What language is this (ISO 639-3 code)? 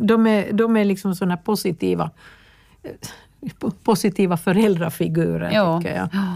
swe